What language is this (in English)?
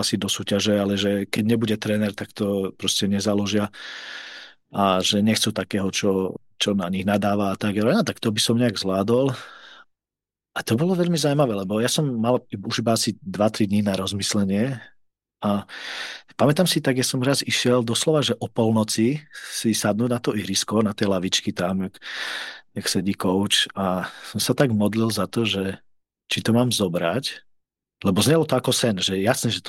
Slovak